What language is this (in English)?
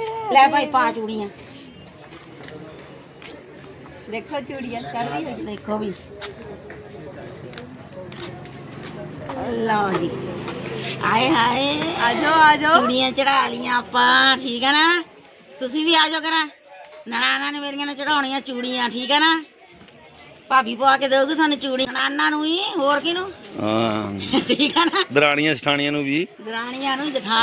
Punjabi